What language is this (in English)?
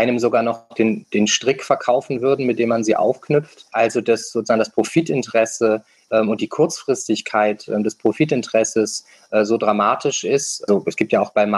German